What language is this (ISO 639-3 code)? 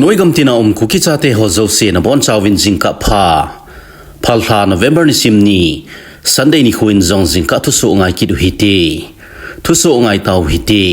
tcz